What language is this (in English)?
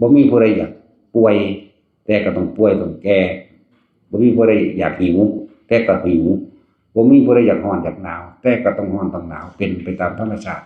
Northeastern Thai